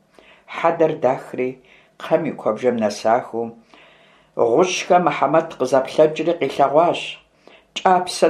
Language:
Kabardian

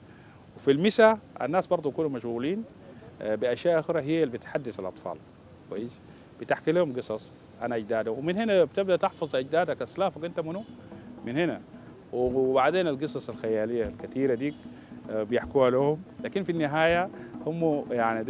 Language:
Dinka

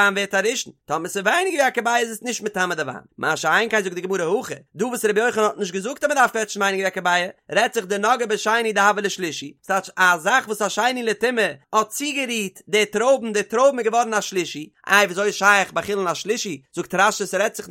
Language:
Yiddish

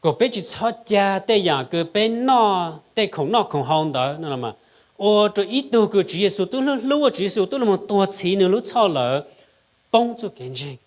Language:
Hmong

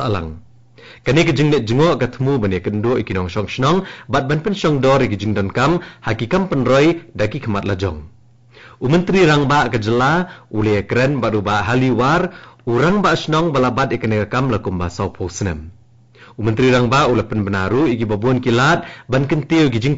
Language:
Khasi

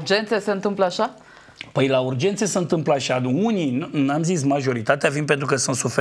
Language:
Romanian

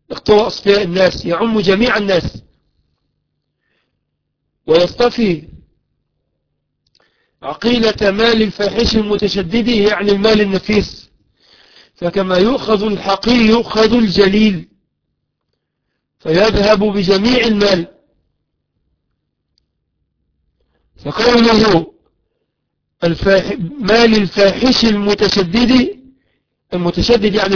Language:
Arabic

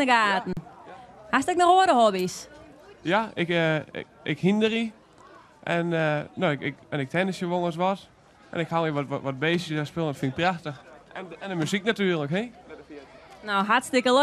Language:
Western Frisian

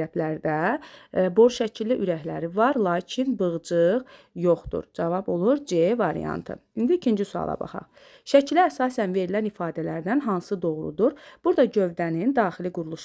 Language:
Azerbaijani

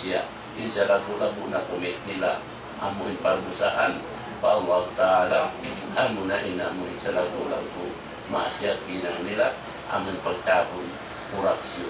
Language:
Tausug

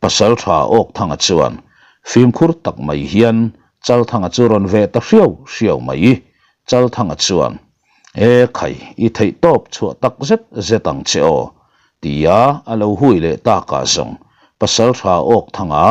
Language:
Mizo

